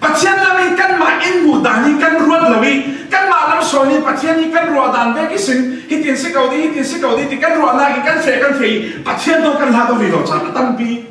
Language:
Falam Chin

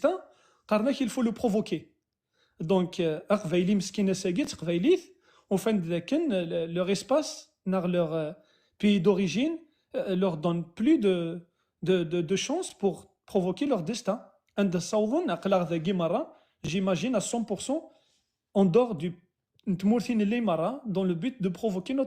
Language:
Kabyle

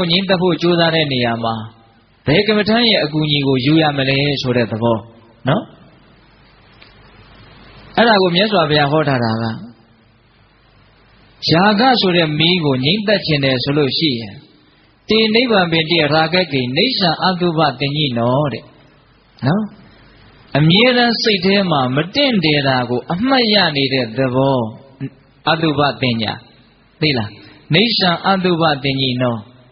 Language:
Burmese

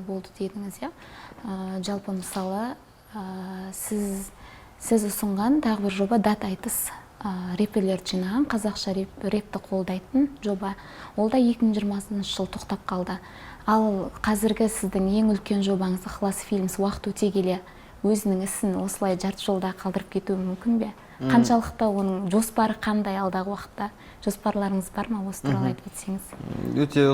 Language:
Kazakh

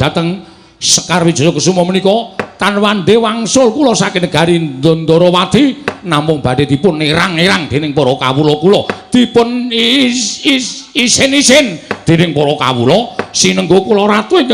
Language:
Javanese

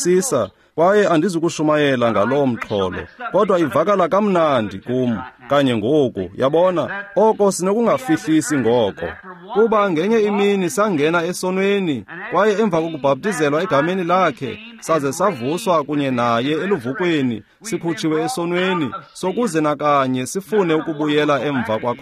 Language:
Xhosa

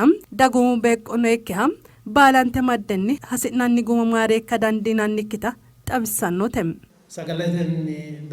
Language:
Sidamo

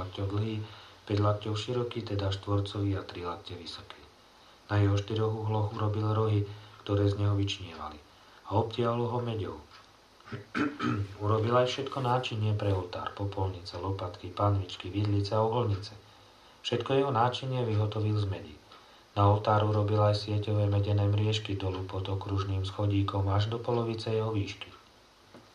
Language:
Slovak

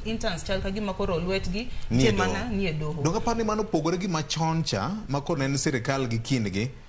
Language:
Luo (Kenya and Tanzania)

